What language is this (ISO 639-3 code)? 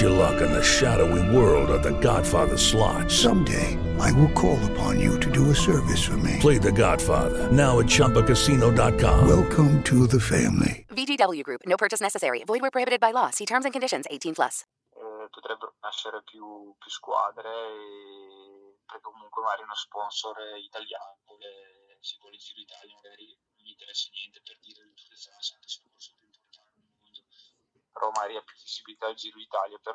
ita